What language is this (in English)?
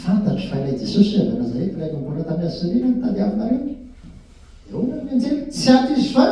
Malagasy